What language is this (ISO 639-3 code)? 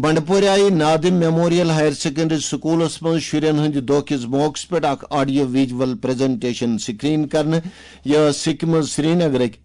kas